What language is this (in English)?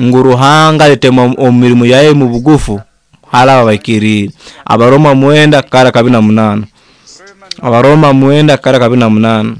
Nyoro